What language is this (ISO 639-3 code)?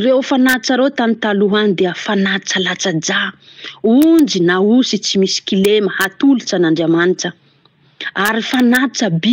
mlg